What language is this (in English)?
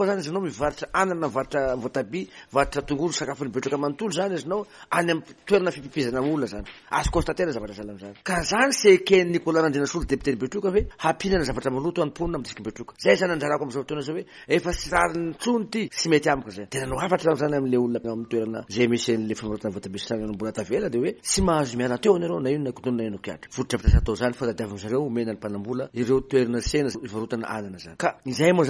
Malagasy